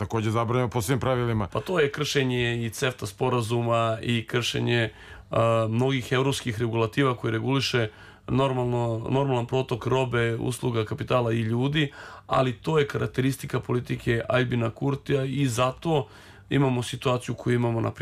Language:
Serbian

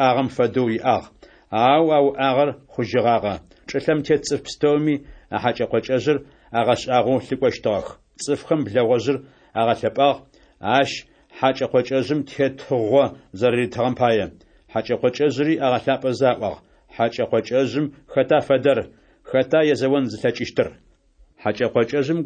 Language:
Adyghe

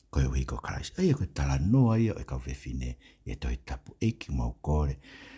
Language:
Tongan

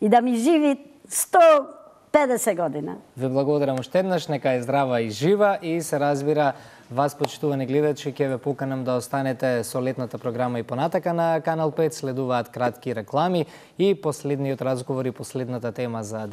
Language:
Macedonian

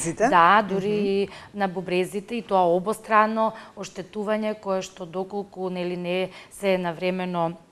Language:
Macedonian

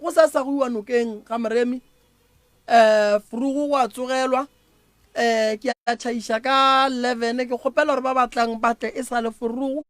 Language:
Northern Sotho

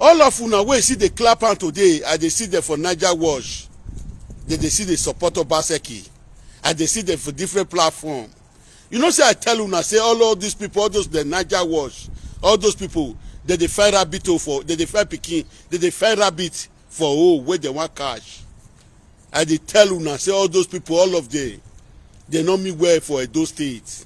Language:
Nigerian Pidgin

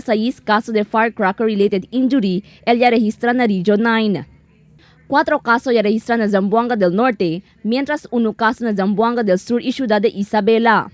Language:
Chavacano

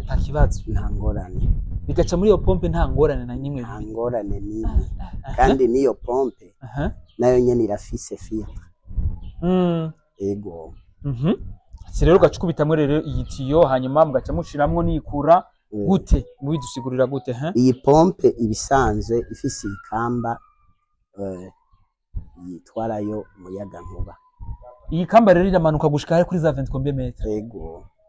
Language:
Rundi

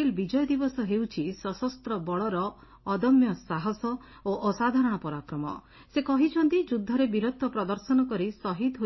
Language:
Odia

